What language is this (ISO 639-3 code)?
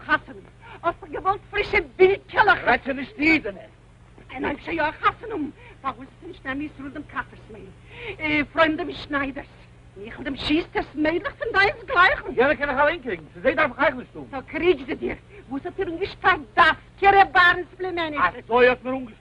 yid